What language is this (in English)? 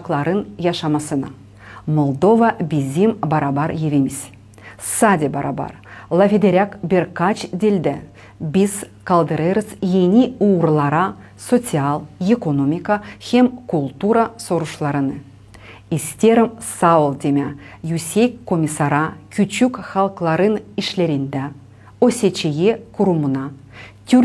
Gagauz